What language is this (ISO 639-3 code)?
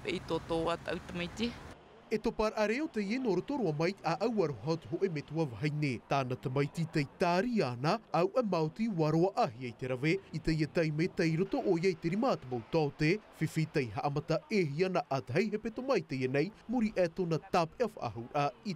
tah